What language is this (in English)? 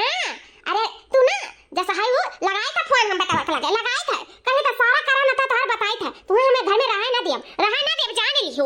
Awadhi